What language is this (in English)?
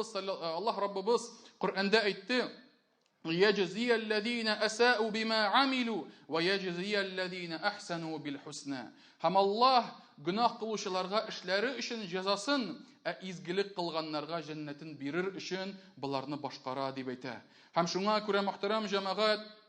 Tatar